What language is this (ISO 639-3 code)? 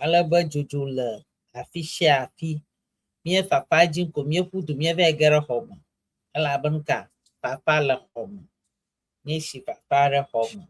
ewe